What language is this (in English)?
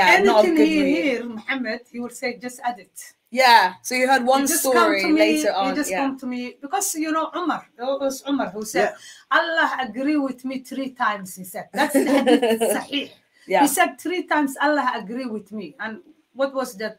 English